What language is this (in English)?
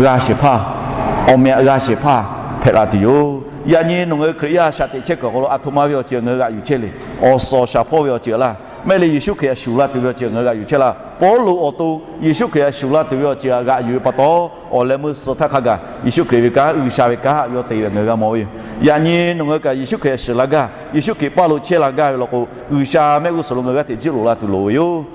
Lahu